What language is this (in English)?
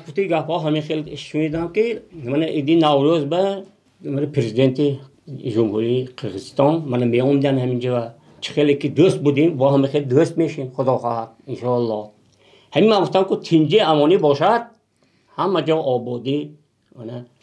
Tajik